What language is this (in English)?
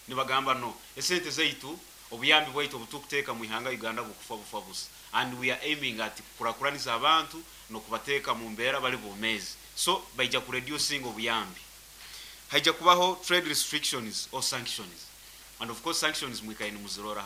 Nyoro